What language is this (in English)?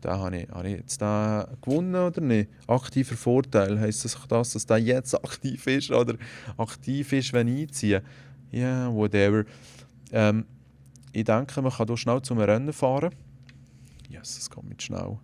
Swiss German